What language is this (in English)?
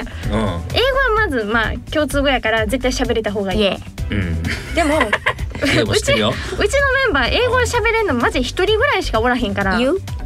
Japanese